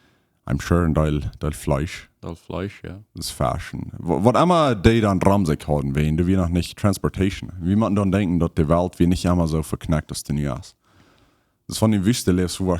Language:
Plautdietsch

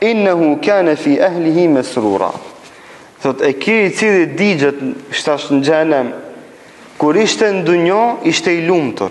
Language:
Albanian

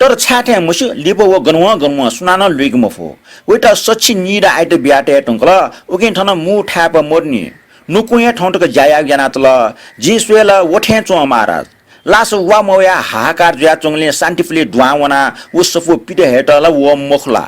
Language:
Newari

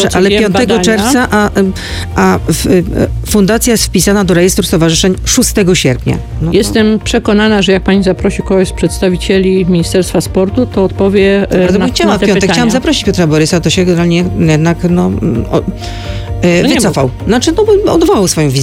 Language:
Polish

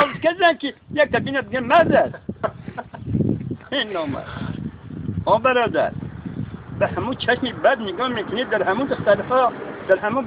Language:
Tajik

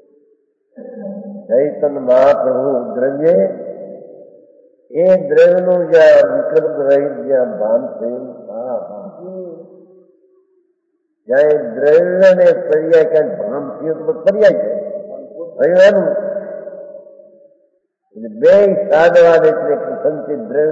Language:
Gujarati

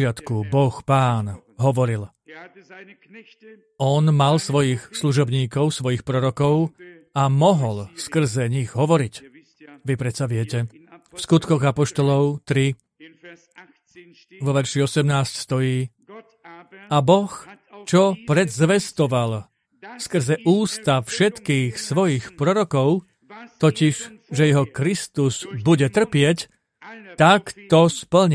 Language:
Slovak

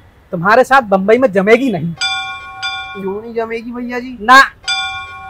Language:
Hindi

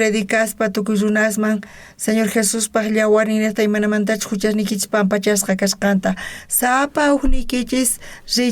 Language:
South Bolivian Quechua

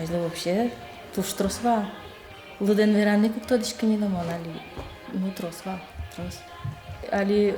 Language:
Udmurt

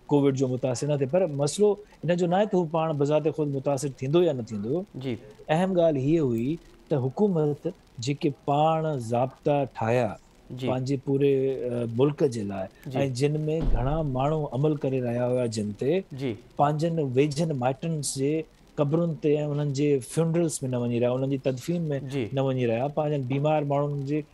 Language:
Sindhi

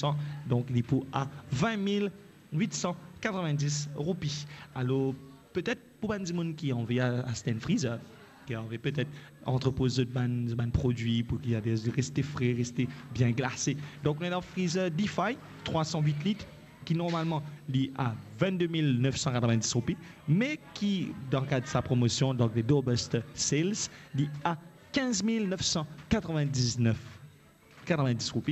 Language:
Morisyen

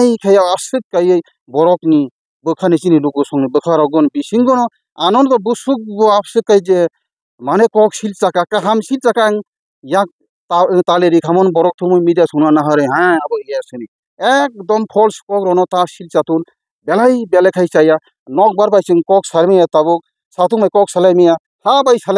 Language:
Kok Borok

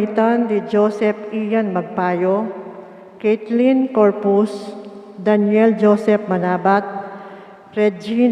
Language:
Pampanga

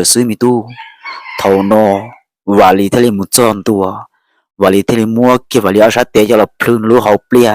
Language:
Hmong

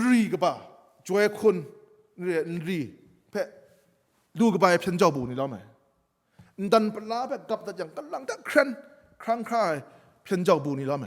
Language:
Kachin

